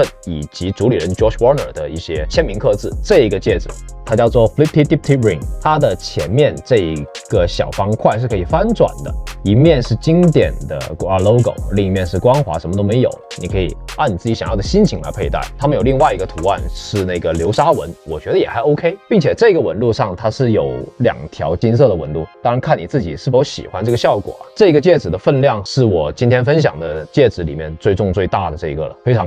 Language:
Chinese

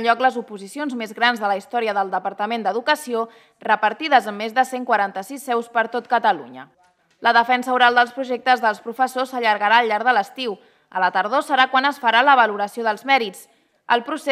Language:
Catalan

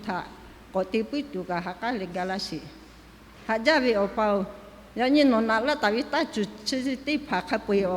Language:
Lahu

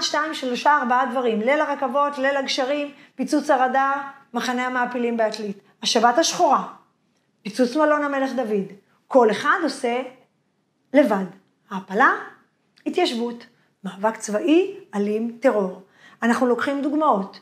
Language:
Hebrew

